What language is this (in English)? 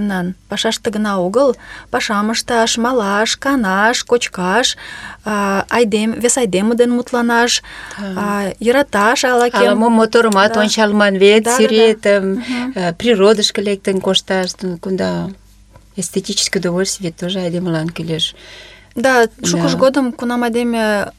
Mari